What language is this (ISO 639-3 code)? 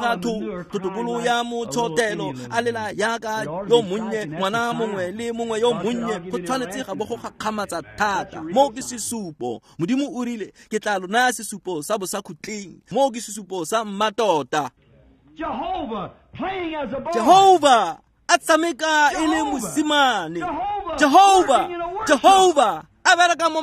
tsn